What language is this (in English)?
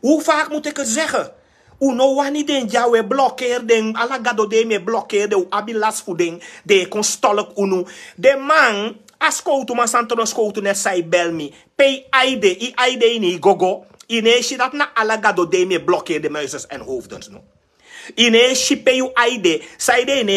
Sranan Tongo